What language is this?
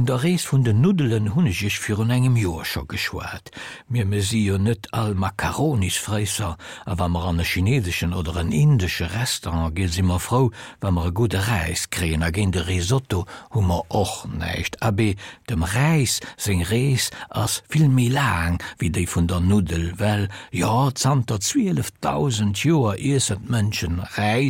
Luxembourgish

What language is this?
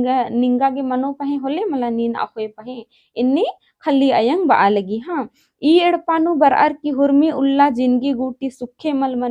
Kurukh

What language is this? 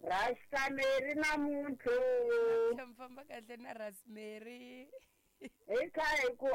Tsonga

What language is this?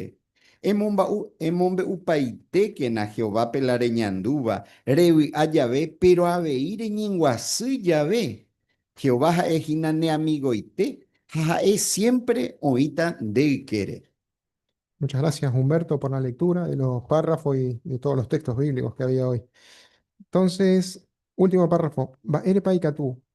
Guarani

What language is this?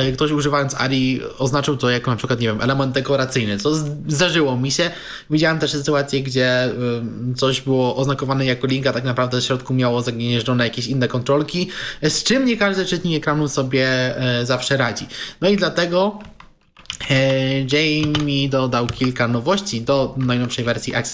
Polish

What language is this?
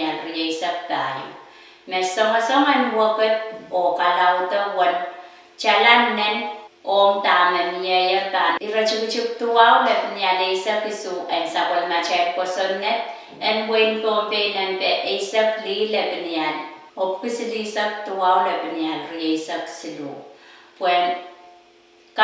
Pohnpeian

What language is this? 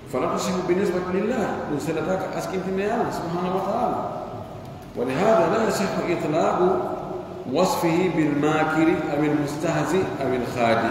Pular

